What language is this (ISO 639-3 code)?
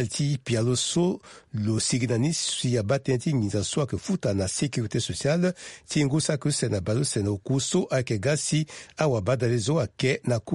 sag